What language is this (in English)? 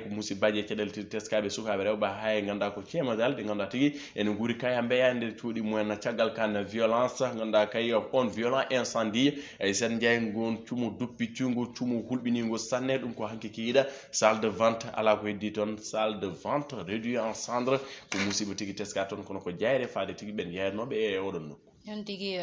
Fula